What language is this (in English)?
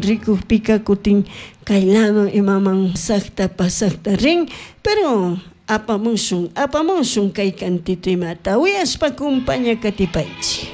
Chimborazo Highland Quichua